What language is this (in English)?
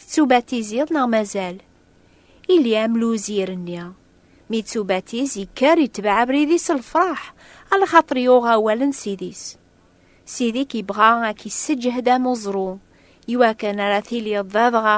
Kabyle